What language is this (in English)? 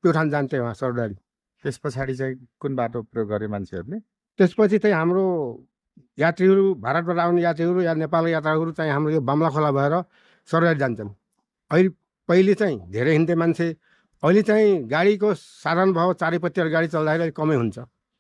Nepali